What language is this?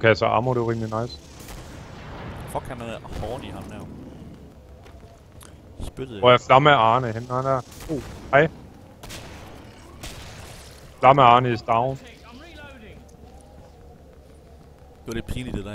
Danish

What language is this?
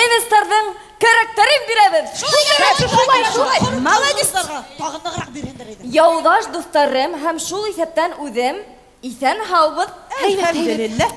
Bashkir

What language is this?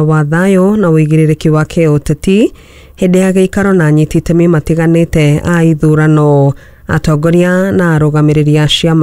Kikuyu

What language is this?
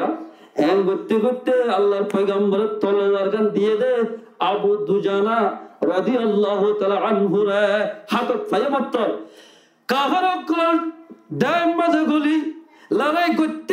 Rohingya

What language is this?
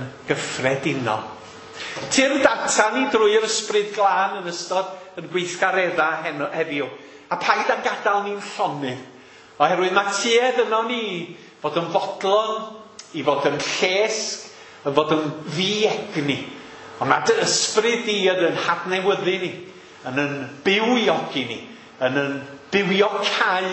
Welsh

